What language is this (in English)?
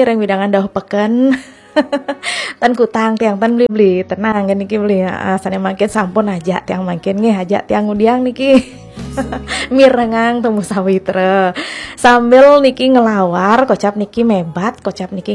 Balinese